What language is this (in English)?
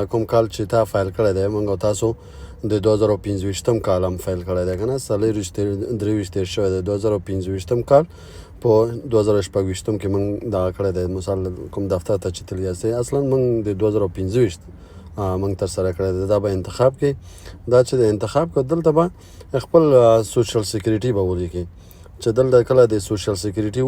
Pashto